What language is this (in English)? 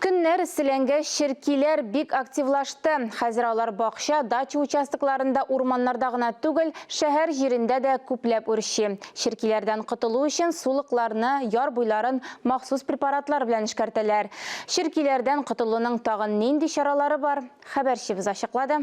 Tatar